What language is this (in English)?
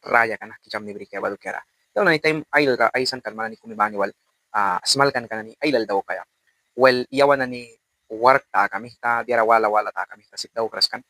Mískito